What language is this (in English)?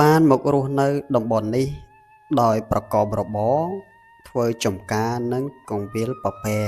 Khmer